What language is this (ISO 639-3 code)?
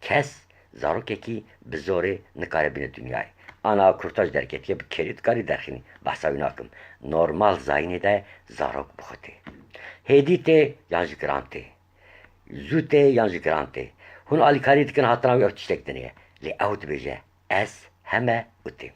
kur